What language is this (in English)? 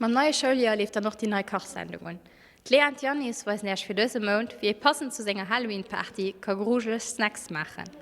Luxembourgish